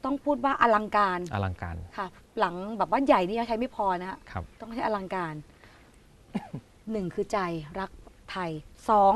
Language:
Thai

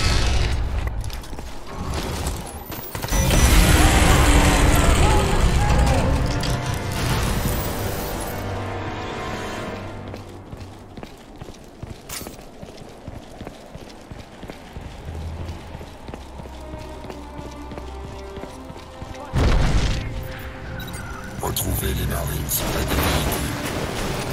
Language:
French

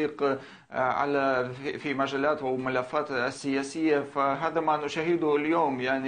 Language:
Arabic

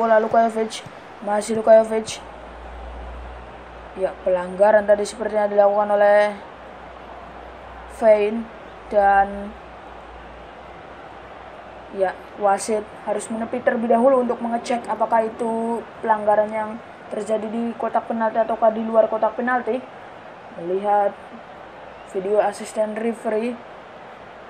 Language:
Indonesian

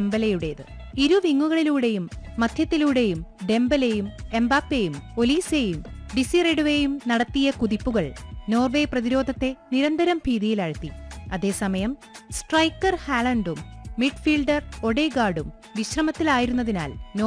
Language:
Malayalam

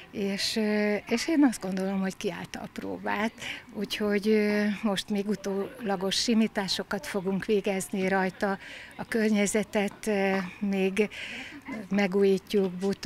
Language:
Hungarian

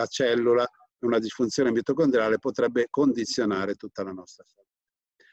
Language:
Italian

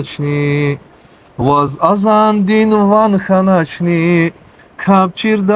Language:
Lezghian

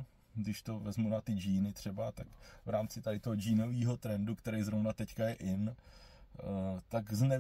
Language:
Czech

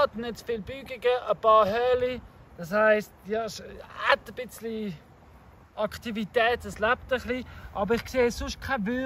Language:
Swiss German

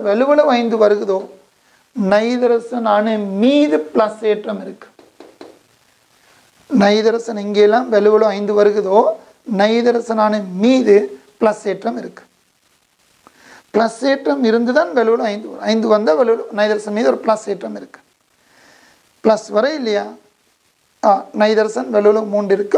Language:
Tamil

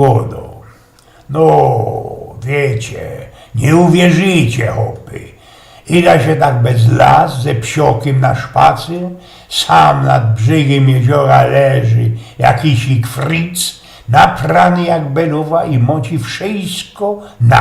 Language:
Silesian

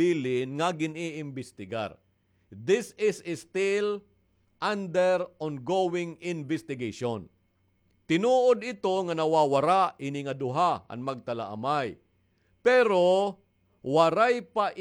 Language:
Waray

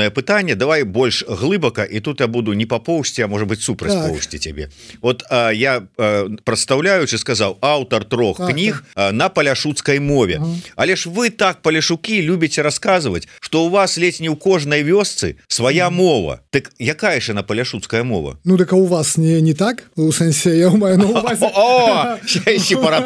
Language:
Belarusian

